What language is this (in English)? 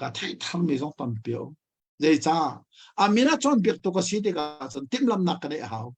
Hakha Chin